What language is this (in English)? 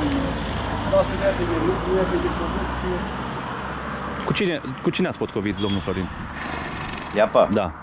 Romanian